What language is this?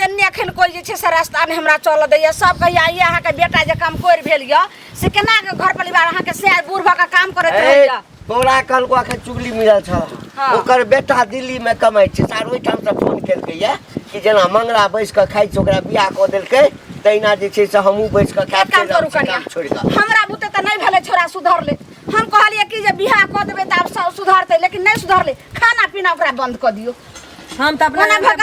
Maithili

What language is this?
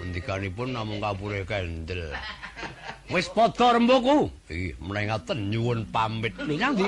Javanese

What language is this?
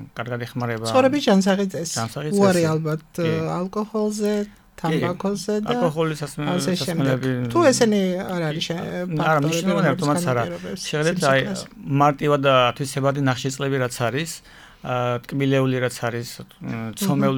Georgian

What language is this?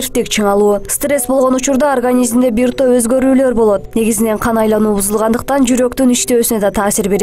Kyrgyz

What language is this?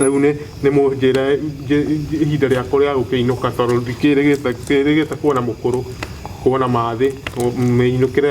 Kikuyu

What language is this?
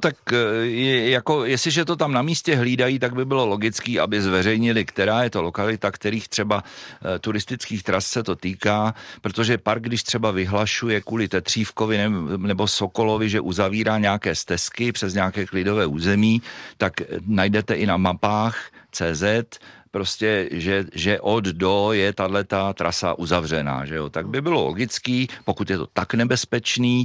Czech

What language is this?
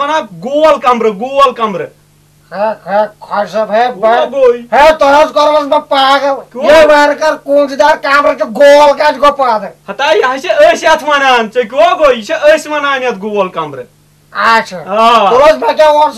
Kashmiri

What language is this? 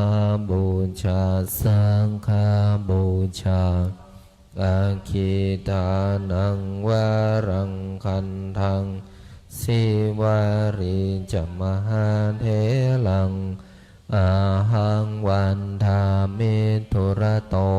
Pali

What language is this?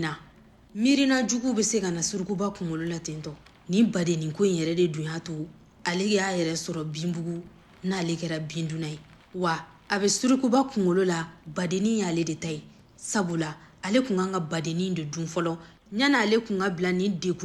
Bambara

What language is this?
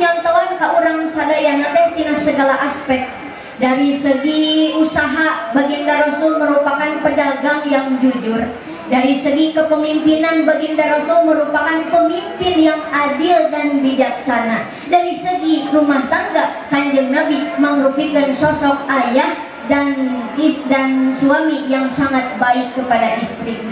Sundanese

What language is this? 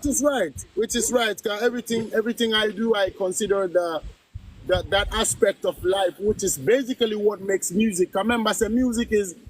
Jamaican Creole English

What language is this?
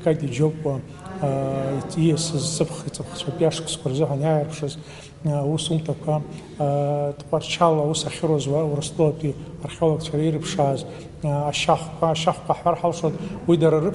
Abkhazian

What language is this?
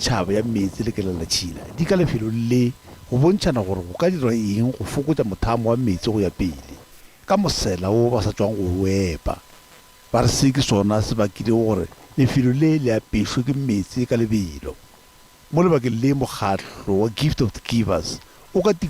Northern Sotho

